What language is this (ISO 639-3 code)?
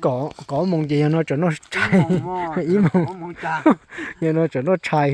hmn